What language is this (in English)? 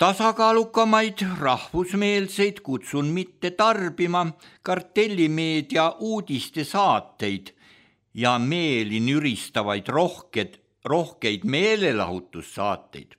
Estonian